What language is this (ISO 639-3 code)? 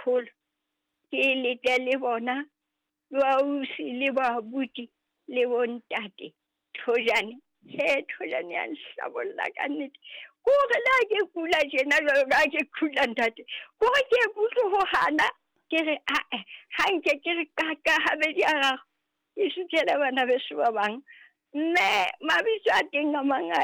sot